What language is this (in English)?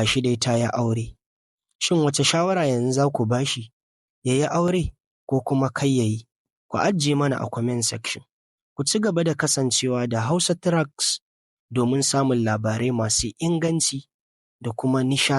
Hausa